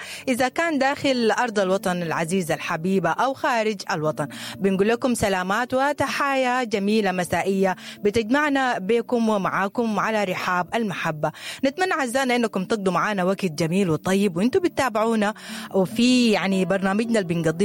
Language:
Sudanese Arabic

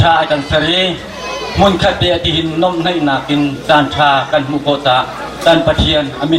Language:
Hakha Chin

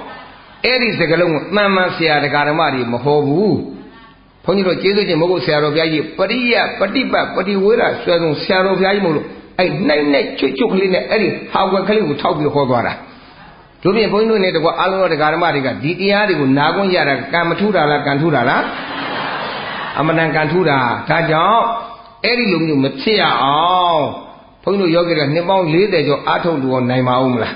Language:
Burmese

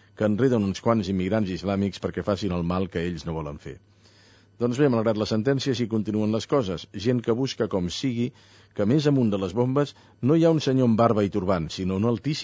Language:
Catalan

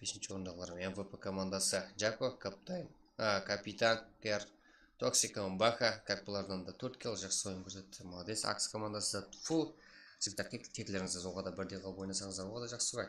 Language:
Kara-Kalpak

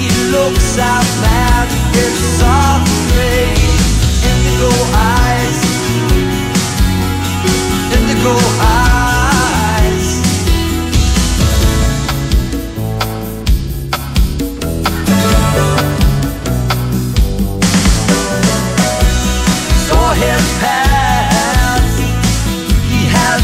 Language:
Spanish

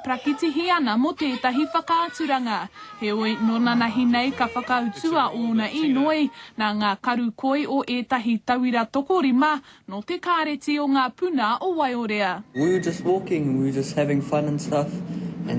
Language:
Māori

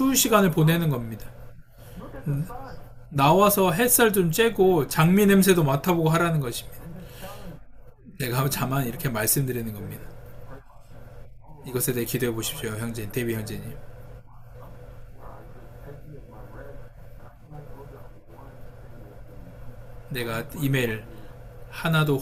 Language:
Korean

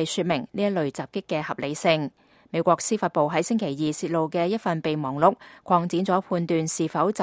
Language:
Cantonese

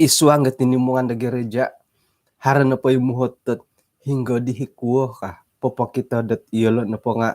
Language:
Central Dusun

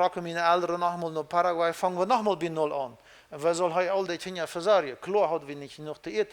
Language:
Plautdietsch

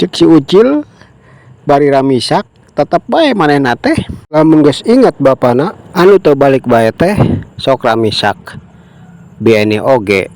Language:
Sundanese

